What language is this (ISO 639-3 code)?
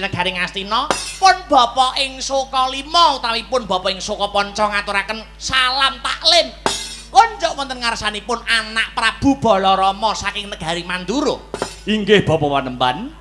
jav